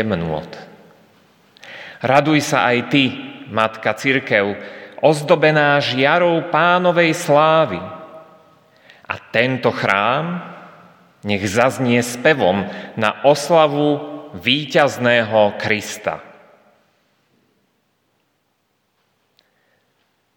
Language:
Slovak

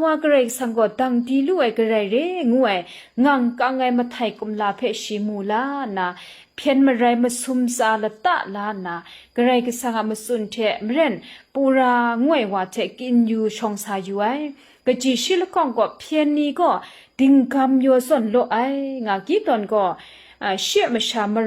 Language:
Kachin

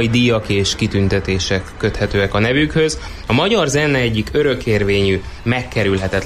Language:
Hungarian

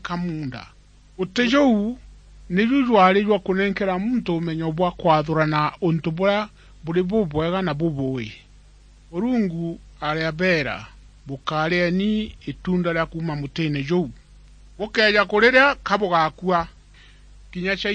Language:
Meru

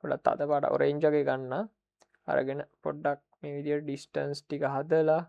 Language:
Sinhala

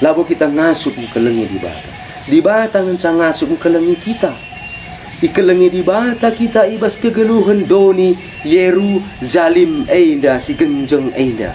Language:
Batak Karo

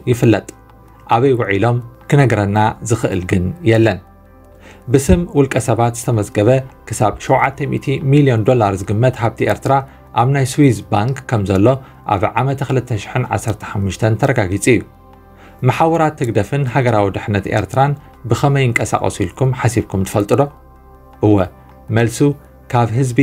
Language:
Tigrinya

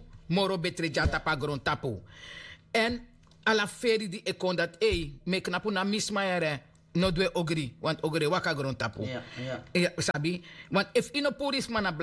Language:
Sranan Tongo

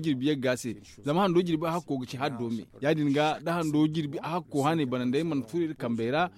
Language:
Zarma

